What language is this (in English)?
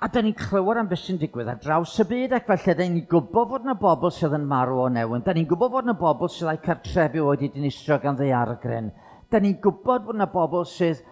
Welsh